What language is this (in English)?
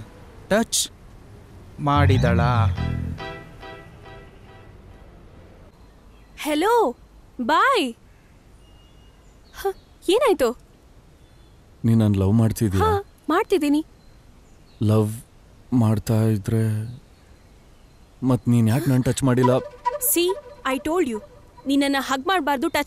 Kannada